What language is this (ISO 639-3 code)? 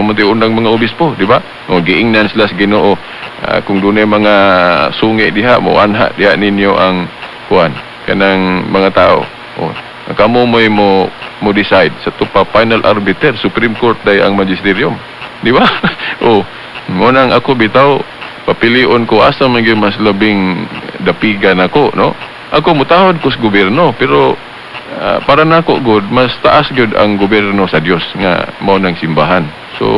ceb